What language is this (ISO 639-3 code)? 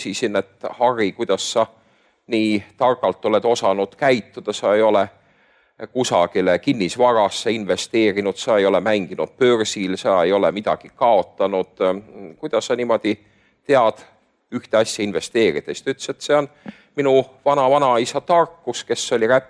est